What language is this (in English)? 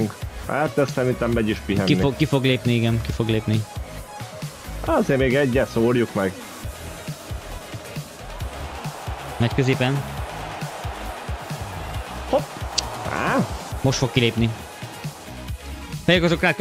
Hungarian